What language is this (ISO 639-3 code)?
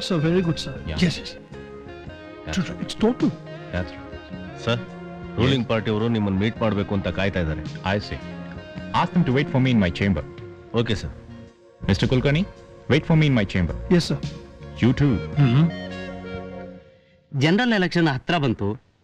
kan